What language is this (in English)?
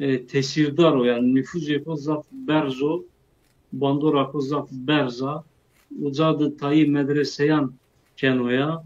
Zaza